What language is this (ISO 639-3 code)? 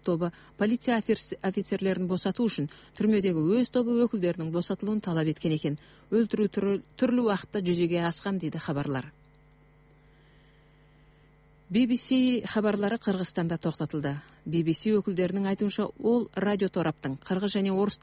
kaz